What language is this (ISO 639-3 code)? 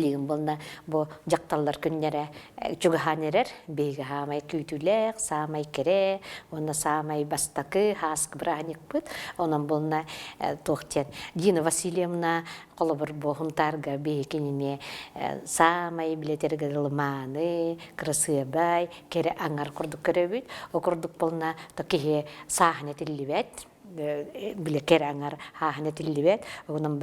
sah